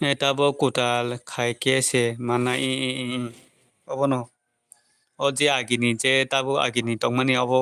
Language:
Kok Borok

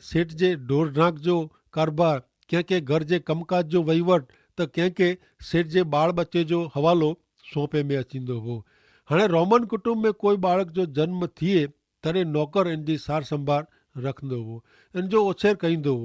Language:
Kachhi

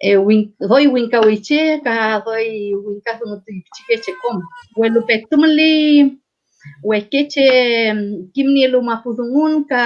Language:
Mapuche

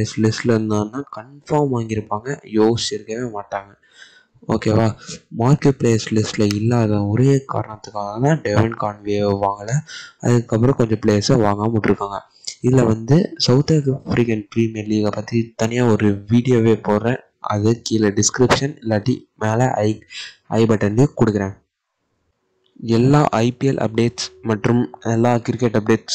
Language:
Tamil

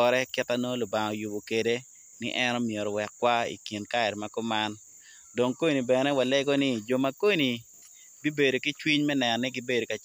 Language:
Acoli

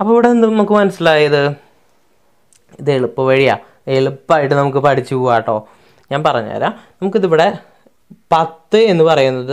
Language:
Malayalam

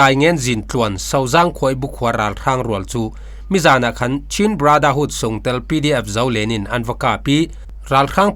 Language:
Falam Chin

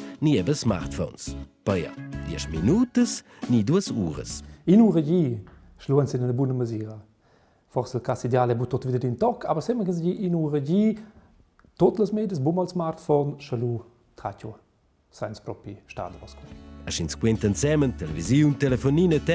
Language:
Romansh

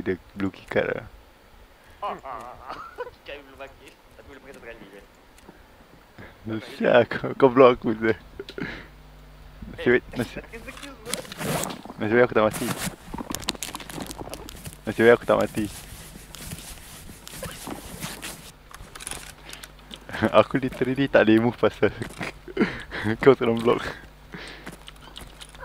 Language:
Malay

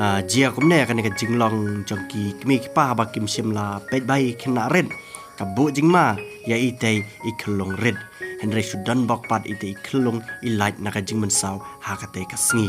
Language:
Khasi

